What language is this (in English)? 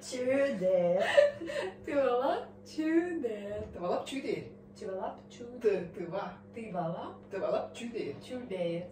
Tuvinian